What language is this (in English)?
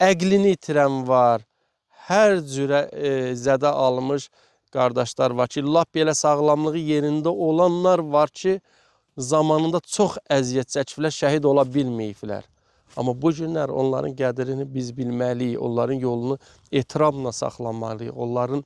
Azerbaijani